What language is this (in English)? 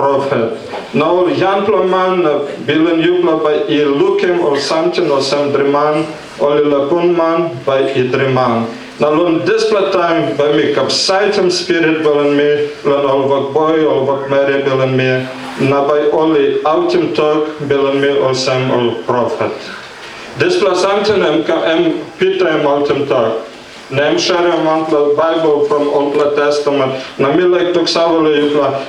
Tok Pisin